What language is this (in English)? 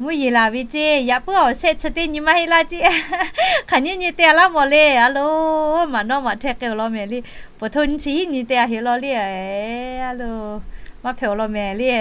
Lahu